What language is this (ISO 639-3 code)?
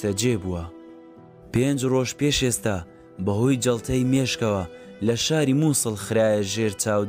ckb